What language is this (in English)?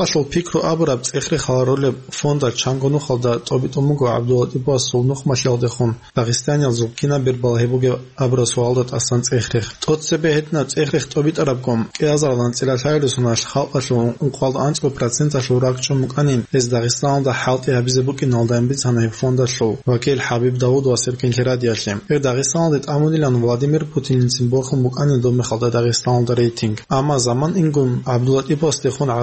Avaric